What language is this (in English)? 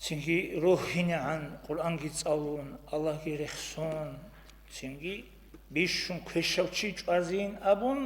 Avaric